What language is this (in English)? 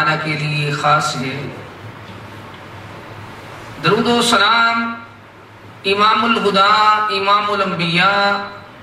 Urdu